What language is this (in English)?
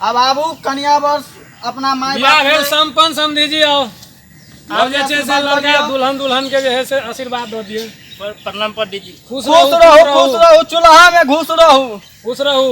Maithili